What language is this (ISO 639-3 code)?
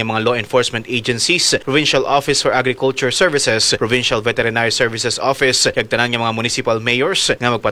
hil